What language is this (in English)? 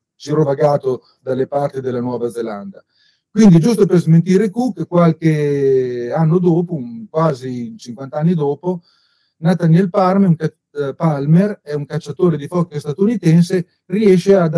Italian